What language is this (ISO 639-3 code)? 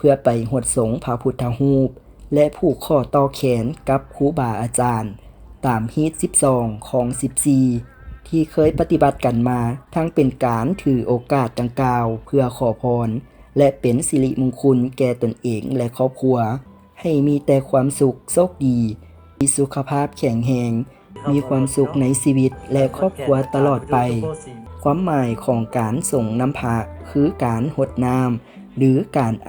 lao